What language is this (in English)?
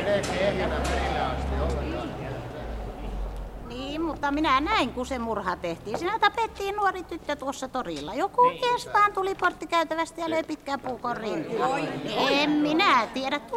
Finnish